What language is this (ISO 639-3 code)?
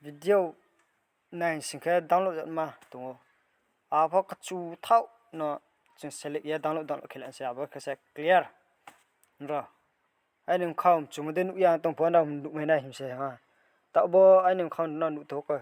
ria